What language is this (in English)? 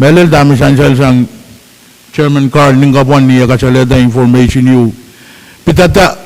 Pohnpeian